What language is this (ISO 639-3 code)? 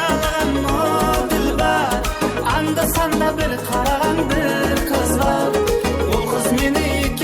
kaa